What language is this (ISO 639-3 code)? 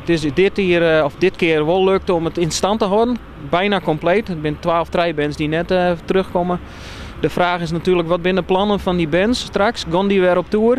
fry